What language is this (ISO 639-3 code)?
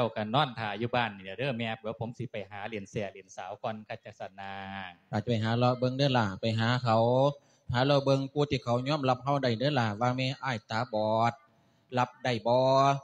lao